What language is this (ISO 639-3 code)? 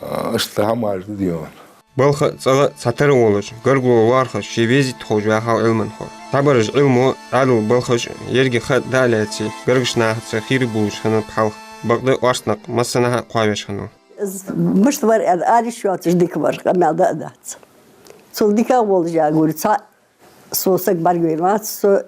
inh